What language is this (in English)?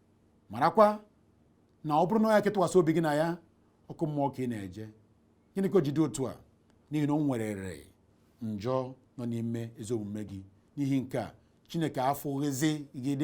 Igbo